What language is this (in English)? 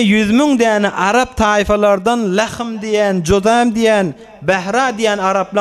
Turkmen